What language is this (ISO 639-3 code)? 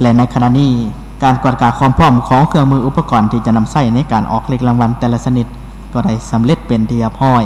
lao